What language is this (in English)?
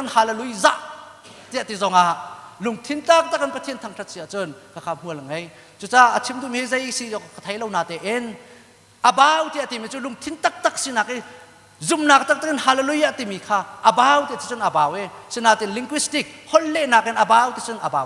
Hakha Chin